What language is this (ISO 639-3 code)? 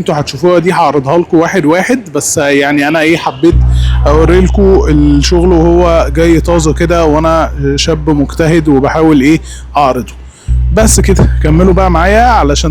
arz